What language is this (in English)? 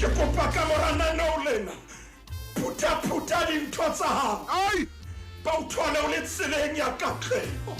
Southern Sotho